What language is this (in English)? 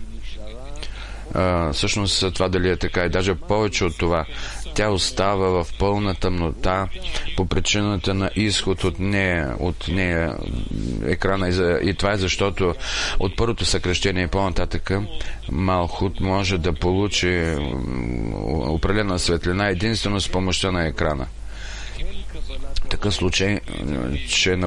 Bulgarian